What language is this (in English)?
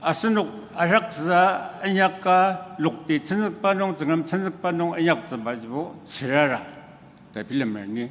Ao Naga